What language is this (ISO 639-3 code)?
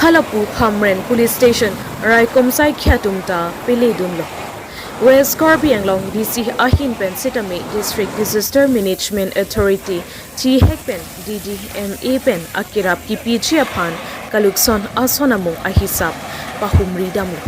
mjw